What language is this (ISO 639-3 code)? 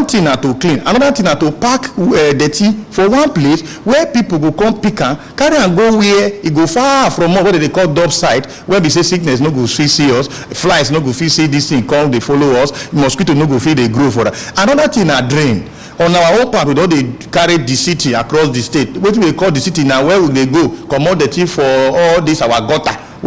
pcm